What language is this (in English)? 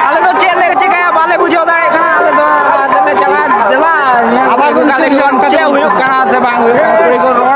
Santali